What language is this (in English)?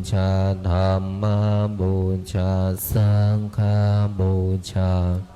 Pali